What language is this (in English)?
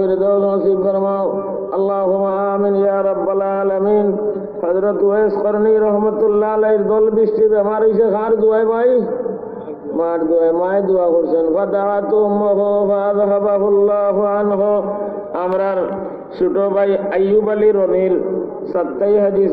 Sylheti